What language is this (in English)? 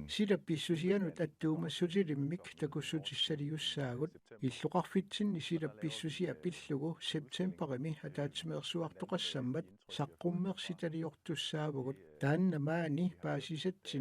Kalaallisut